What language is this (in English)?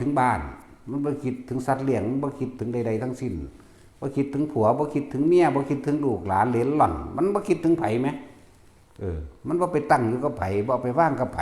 Northeastern Thai